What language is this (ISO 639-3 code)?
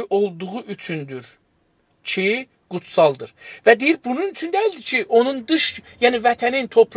azb